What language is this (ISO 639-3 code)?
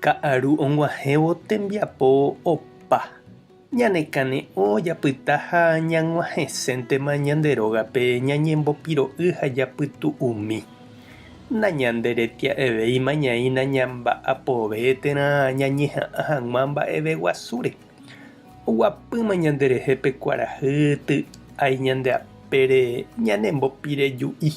grn